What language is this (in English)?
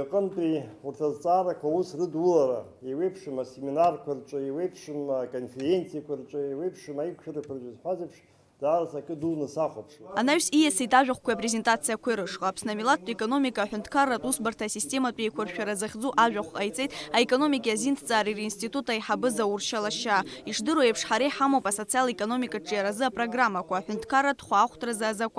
Abkhazian